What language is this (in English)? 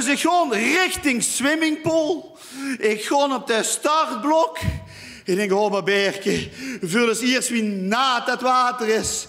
Limburgish